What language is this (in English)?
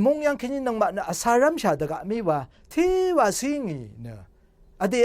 Rawang